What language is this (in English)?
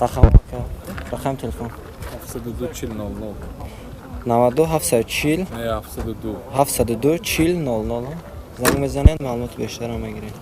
Tajik